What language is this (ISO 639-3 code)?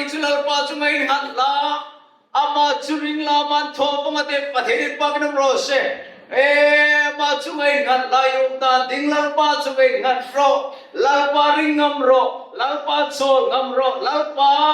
hmr